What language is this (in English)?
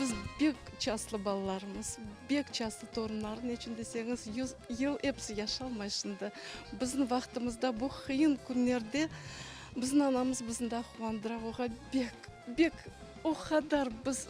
Crimean Tatar